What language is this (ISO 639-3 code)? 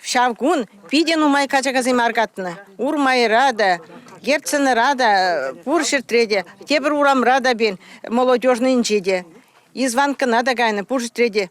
chv